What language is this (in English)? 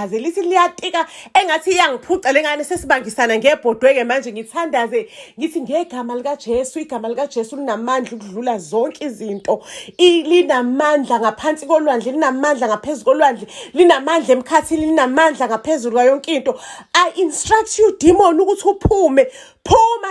Zulu